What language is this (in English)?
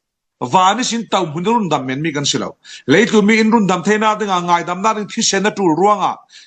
Falam Chin